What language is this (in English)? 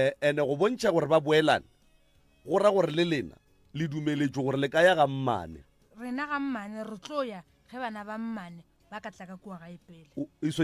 Northern Sotho